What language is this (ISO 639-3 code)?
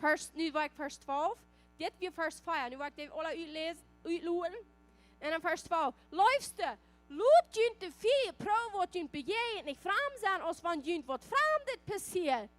pdt